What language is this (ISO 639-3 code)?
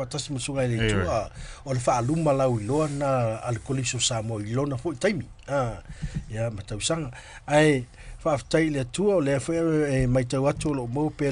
smo